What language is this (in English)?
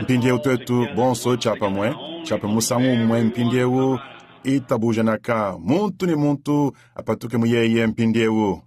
Luba-Lulua